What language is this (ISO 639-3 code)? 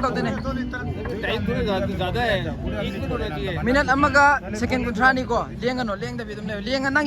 mni